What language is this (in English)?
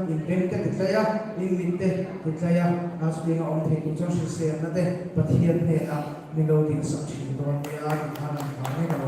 Mizo